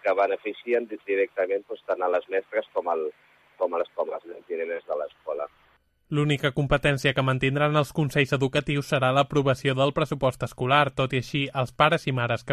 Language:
Catalan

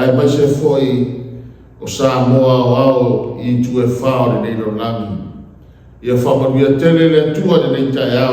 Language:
Samoan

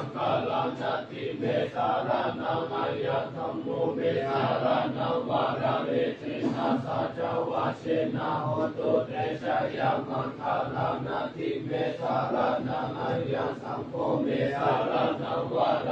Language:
Pali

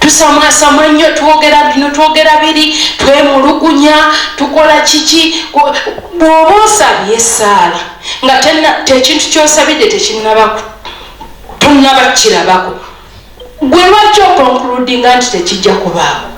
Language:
Ganda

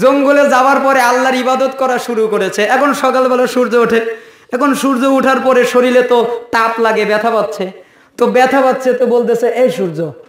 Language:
Bangla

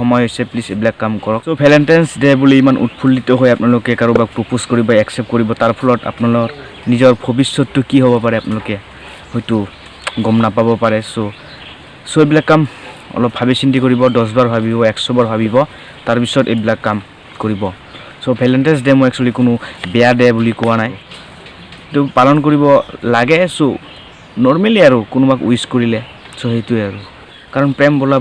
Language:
Assamese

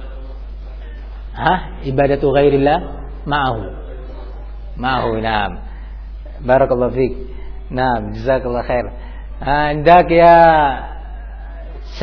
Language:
Indonesian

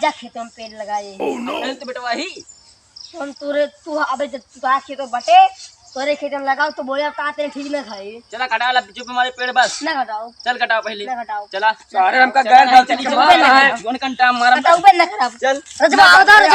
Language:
Awadhi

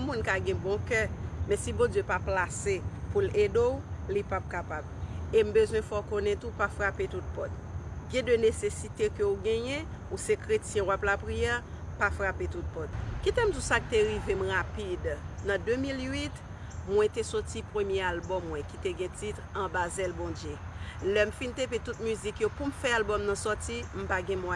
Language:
Haitian Creole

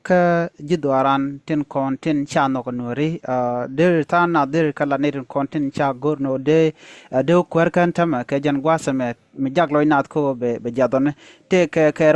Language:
Nuer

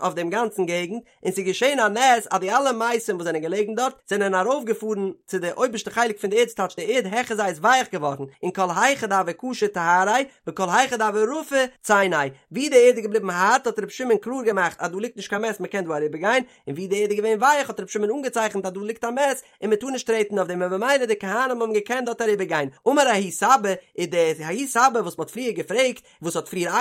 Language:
Yiddish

